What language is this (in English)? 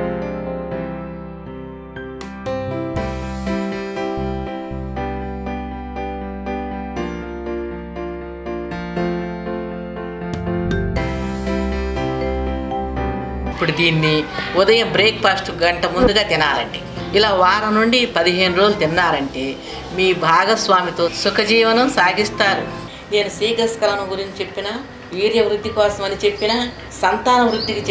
Telugu